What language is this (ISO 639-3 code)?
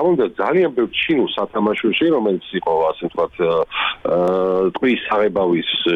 kat